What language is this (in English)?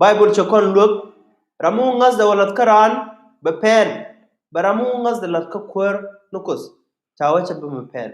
Nuer